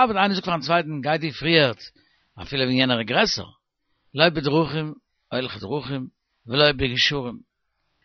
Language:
Yiddish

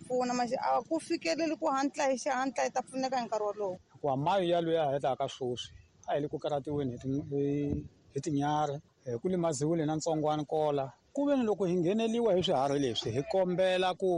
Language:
Tsonga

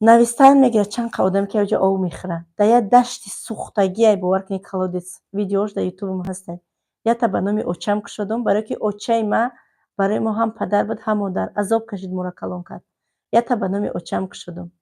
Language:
Tajik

